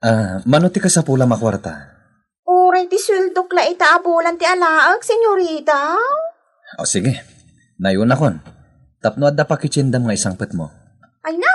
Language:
Iloko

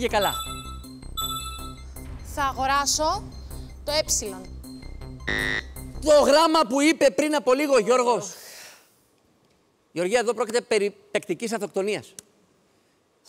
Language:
Greek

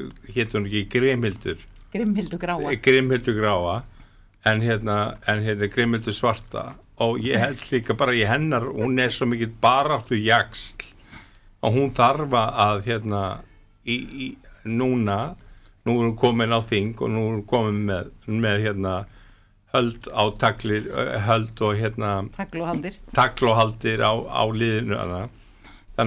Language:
Icelandic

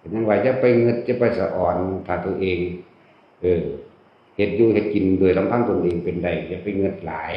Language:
Northeastern Thai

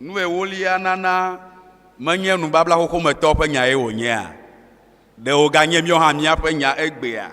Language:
Ewe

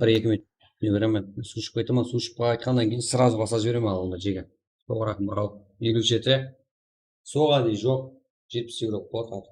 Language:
Kara-Kalpak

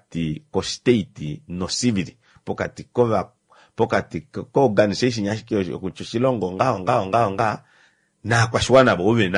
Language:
Kuanyama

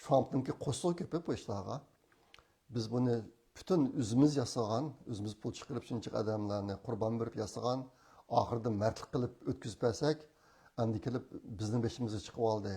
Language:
Uyghur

